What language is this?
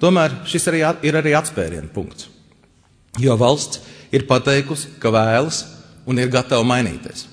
Latvian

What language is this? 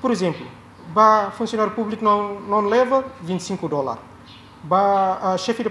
Tetum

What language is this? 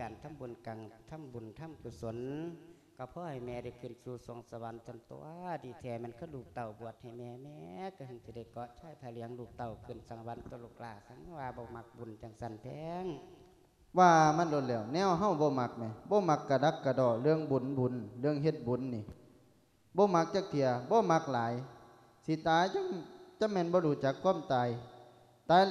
Lao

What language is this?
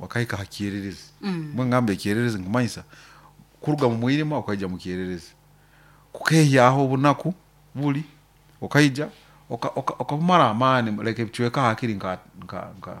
Nyoro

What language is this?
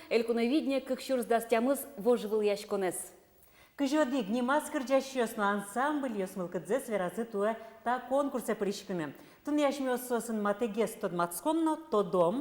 Udmurt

